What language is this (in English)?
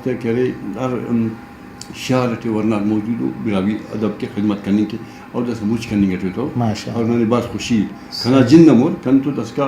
Brahui